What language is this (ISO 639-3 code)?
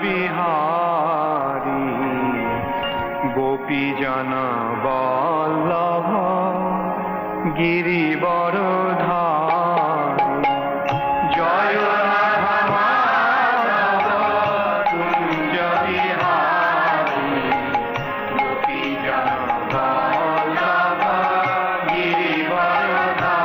ben